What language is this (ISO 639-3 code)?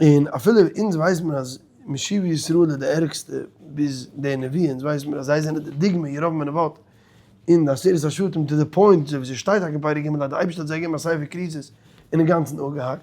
yid